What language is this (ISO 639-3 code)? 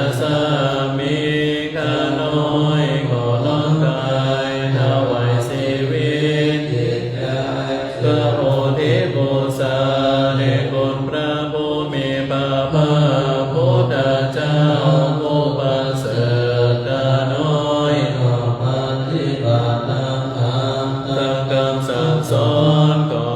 pli